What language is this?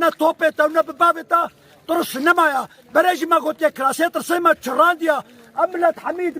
Kurdish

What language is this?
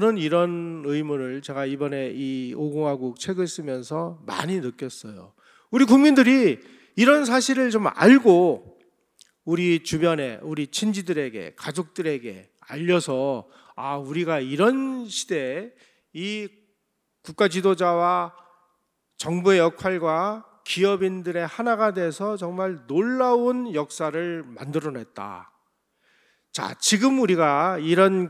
Korean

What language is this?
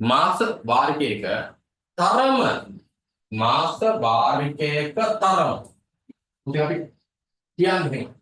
Sinhala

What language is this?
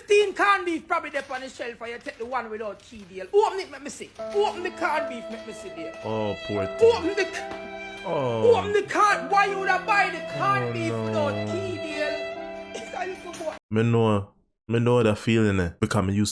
Jamaican Creole English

